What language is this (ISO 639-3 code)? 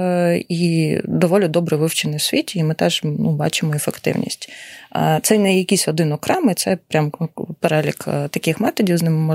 ukr